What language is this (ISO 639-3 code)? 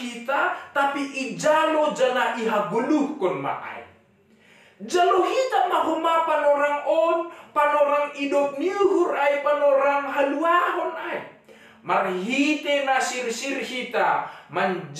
bts